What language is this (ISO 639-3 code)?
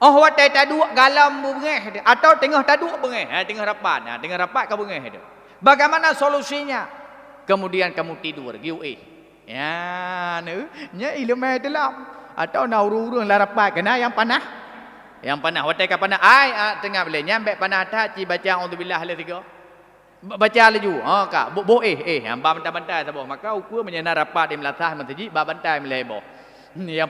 ace